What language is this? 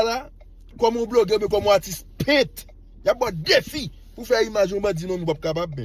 Haitian Creole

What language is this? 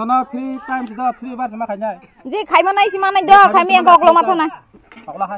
Kok Borok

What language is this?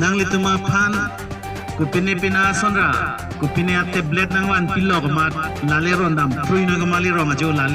Karbi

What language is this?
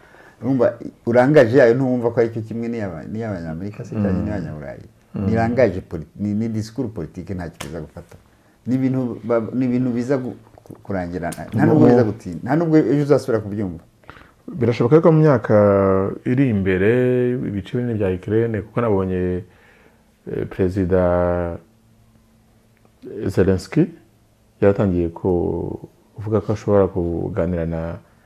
Kinyarwanda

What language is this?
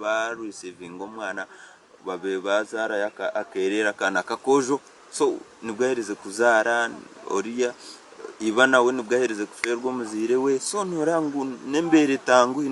Nyankole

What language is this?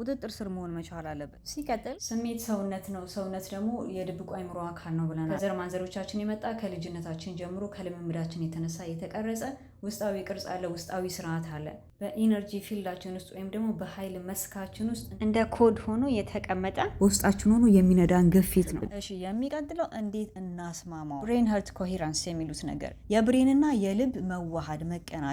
Amharic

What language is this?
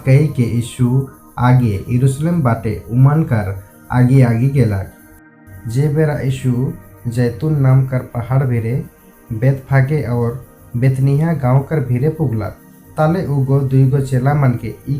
Sadri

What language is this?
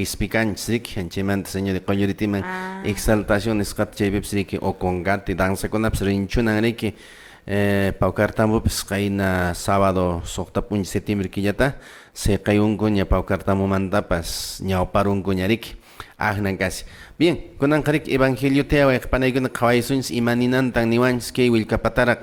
Quechua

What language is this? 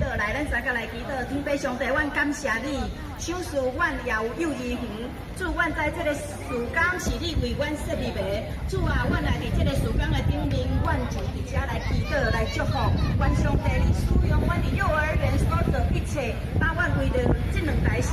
Min Nan Chinese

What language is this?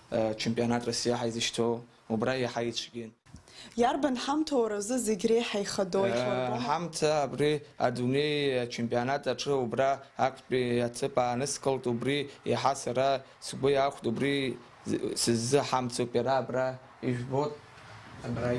Abkhazian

